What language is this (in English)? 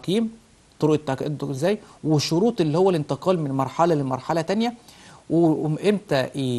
Egyptian Arabic